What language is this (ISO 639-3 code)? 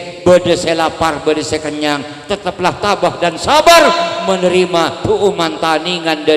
mad